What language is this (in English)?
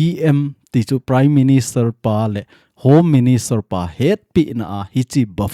Thado Chin